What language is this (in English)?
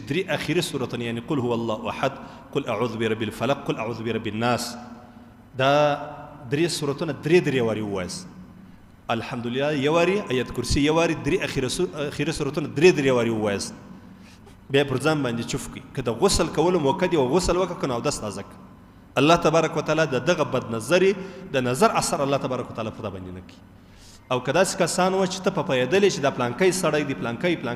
Pashto